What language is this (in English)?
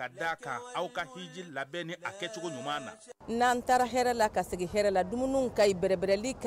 Bambara